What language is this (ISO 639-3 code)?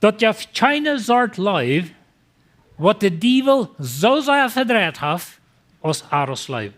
pdt